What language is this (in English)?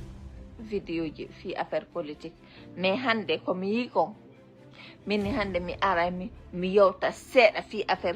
Fula